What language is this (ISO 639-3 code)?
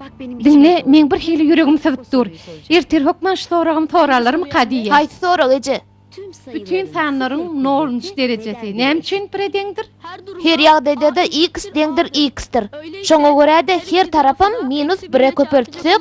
tuk